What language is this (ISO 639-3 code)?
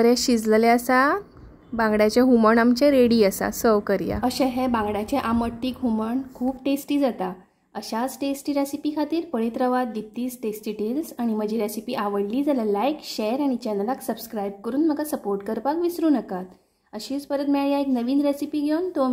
kok